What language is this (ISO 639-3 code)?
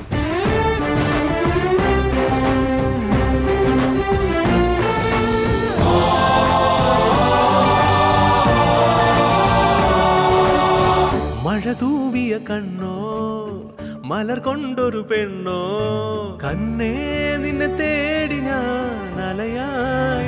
mal